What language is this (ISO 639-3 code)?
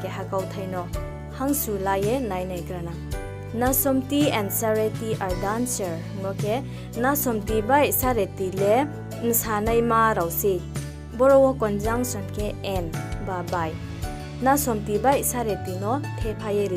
ria